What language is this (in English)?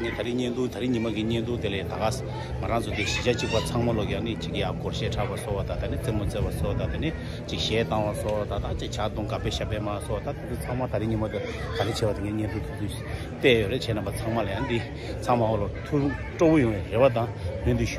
Tibetan